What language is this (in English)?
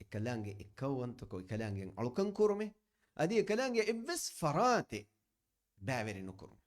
Divehi